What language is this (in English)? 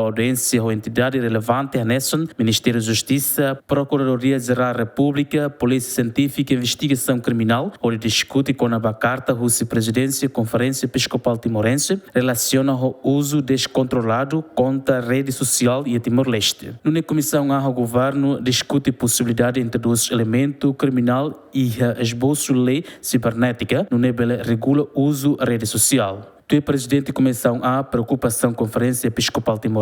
Tetum